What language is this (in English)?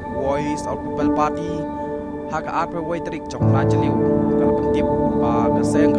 Khasi